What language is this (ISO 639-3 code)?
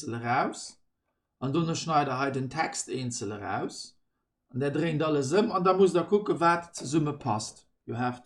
ltz